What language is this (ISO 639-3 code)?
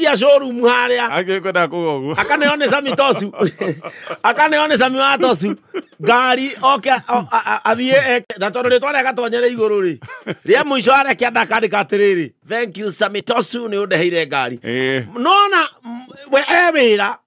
kik